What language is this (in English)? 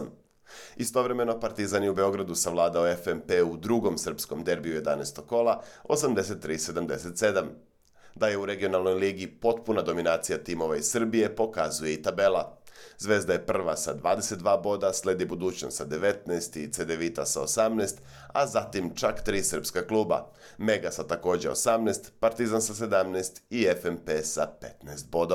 Serbian